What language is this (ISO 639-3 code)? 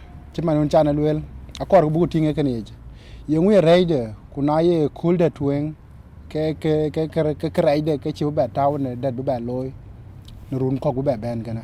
din